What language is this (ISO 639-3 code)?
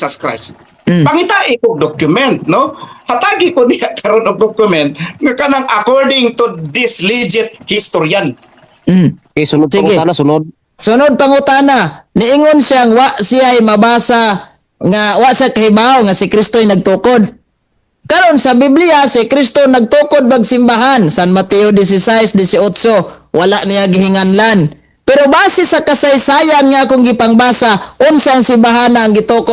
ceb